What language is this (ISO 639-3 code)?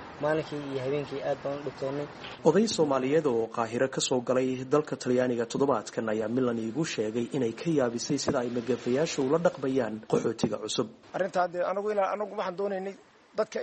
som